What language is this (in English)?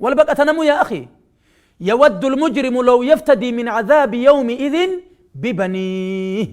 Oromo